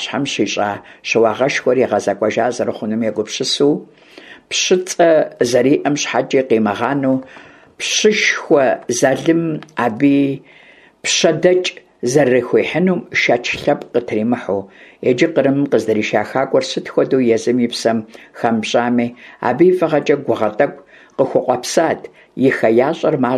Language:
Kabardian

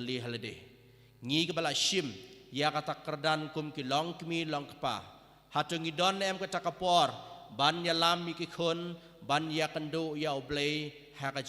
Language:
Khasi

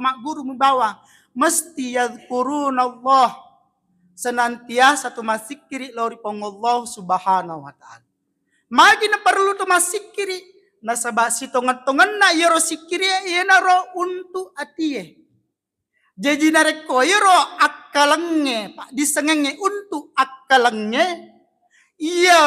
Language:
Buginese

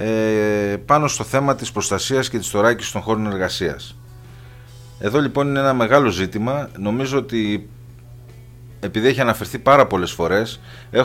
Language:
Greek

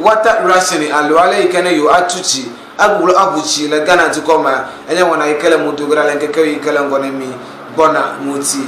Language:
Ewe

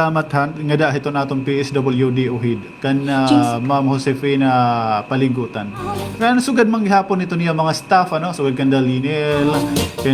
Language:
Waray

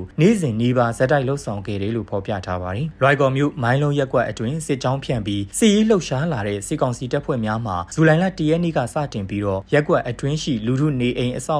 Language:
Burmese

